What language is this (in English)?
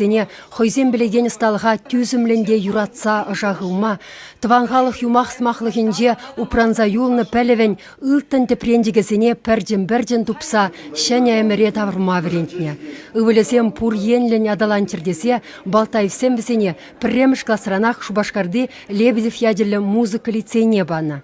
Chuvash